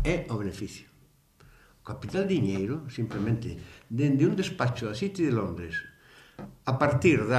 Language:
Galician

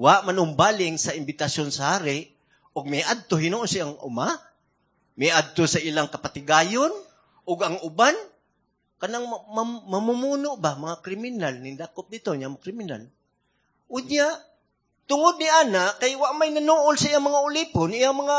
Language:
Cebuano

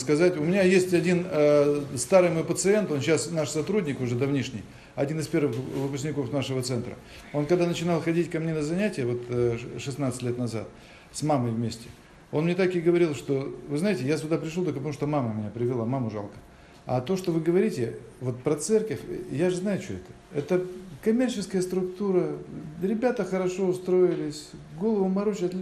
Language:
Russian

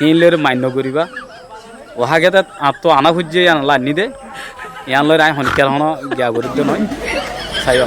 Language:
Rohingya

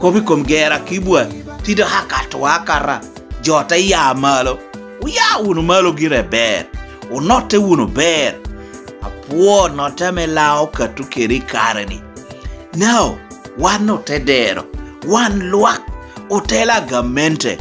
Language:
Lango (Uganda)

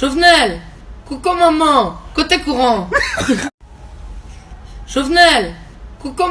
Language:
Haitian Creole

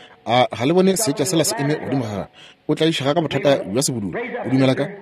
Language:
Northern Sotho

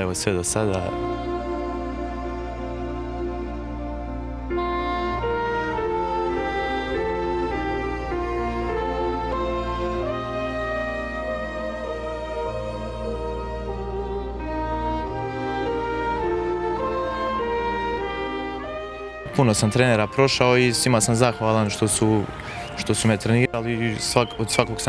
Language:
Croatian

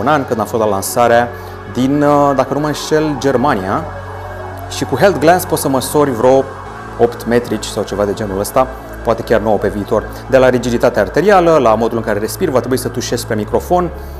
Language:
Romanian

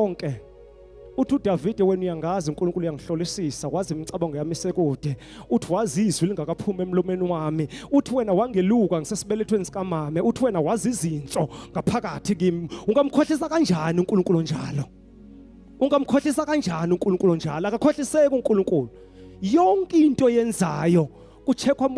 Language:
Zulu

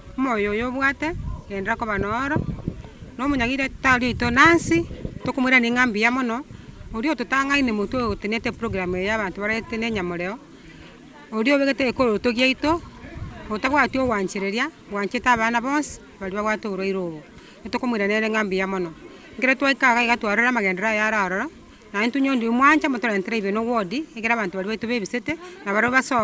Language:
Gusii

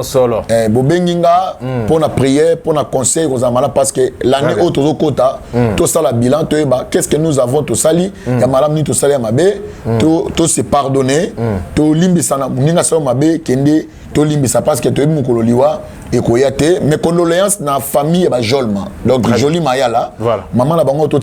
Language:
Lingala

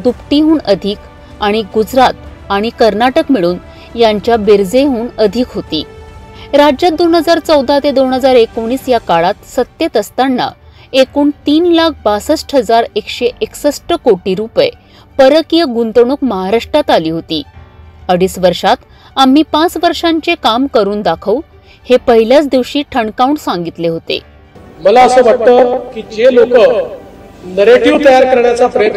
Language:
Marathi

